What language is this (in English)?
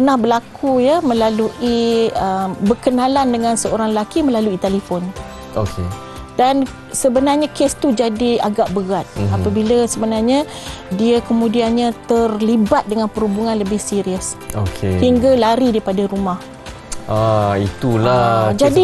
Malay